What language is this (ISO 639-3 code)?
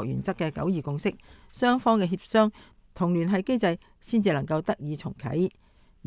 yue